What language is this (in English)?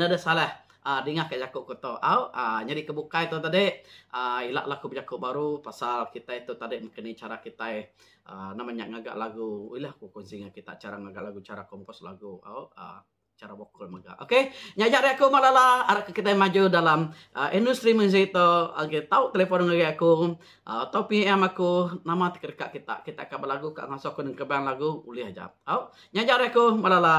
Iban